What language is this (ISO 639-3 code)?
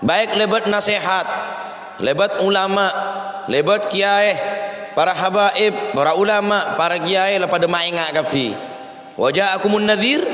mad